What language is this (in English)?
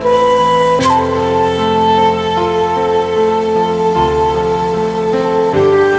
Odia